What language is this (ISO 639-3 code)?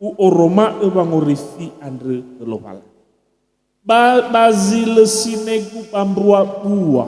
nia